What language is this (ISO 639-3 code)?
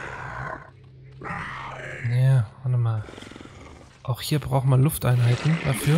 deu